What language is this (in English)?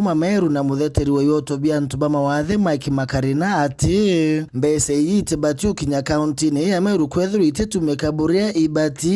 Meru